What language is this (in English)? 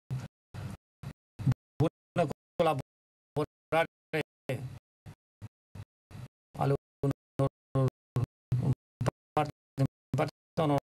Romanian